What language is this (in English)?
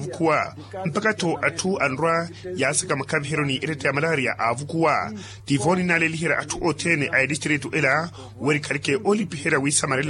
Makhuwa